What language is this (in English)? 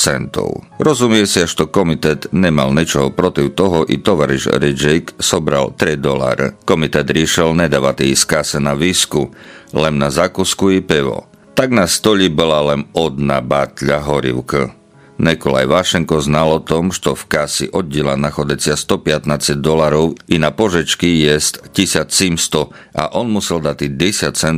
Rusyn